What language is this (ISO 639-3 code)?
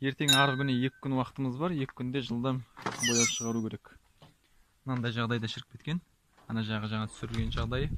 kaz